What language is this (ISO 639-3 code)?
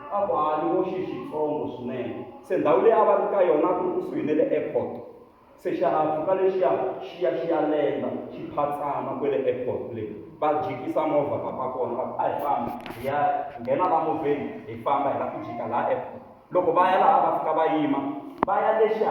tso